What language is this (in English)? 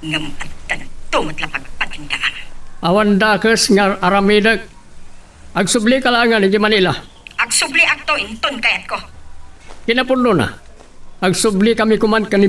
Iloko